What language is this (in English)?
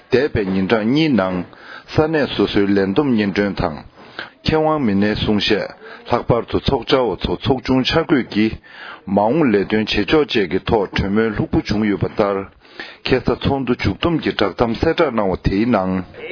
Tibetan